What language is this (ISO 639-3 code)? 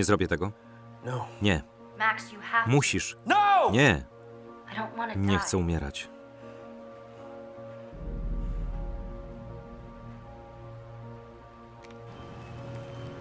pol